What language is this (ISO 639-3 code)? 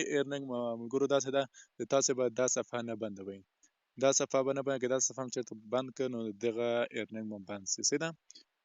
pus